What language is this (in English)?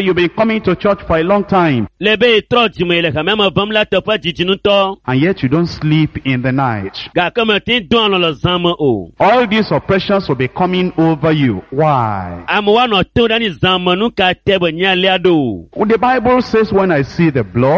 Ewe